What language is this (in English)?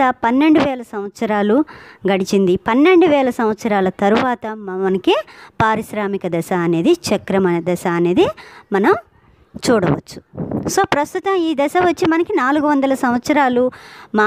Telugu